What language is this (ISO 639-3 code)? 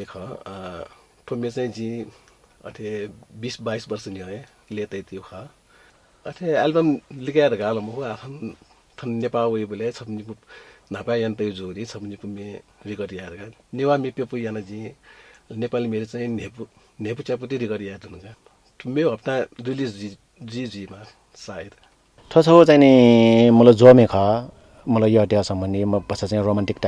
new